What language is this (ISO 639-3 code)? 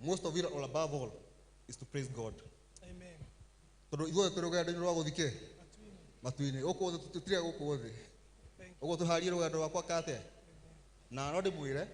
kik